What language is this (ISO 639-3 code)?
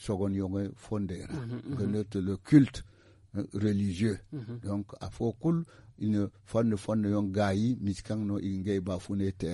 dje